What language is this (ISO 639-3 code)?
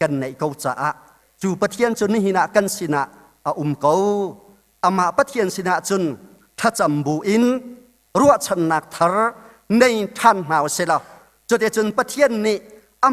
cnh